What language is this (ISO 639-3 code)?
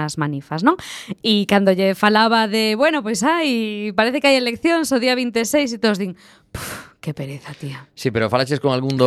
glg